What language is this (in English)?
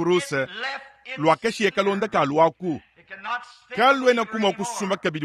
Luba-Lulua